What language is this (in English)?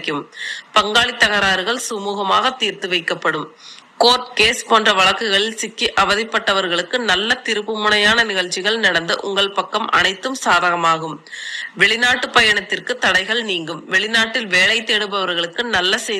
Tamil